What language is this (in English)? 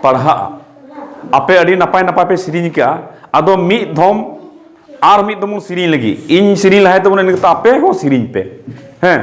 Santali